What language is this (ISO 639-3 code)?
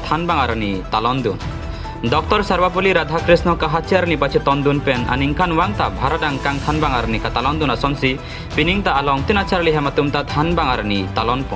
mjw